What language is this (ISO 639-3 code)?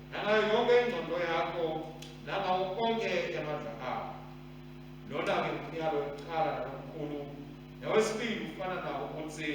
ssw